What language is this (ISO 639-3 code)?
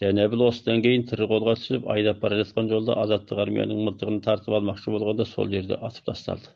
kaz